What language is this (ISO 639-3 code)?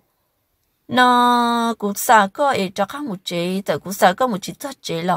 vie